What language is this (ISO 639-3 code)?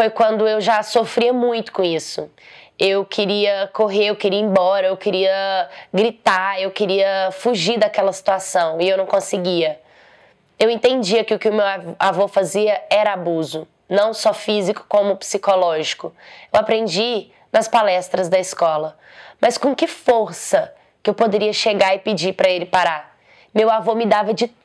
por